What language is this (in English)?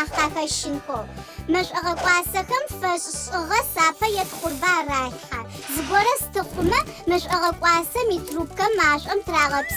Adyghe